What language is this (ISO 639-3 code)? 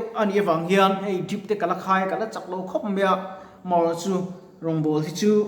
lus